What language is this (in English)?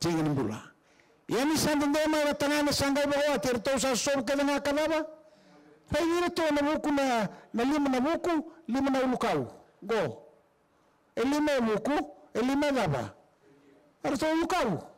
Fijian